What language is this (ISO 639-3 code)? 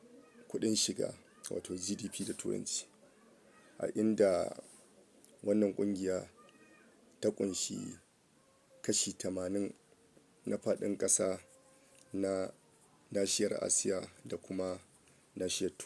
hau